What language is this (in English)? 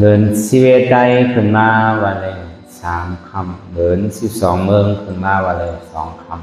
Shan